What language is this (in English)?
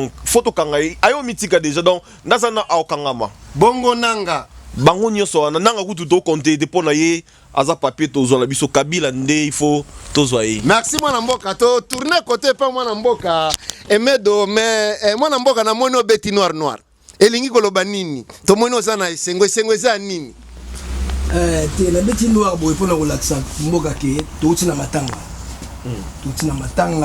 Lingala